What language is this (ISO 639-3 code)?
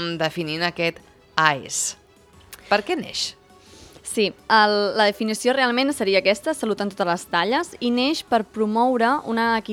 cat